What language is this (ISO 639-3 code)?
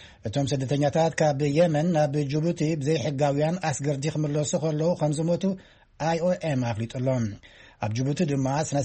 tir